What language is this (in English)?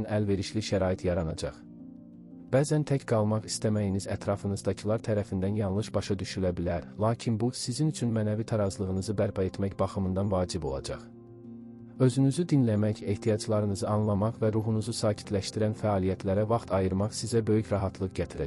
Azerbaijani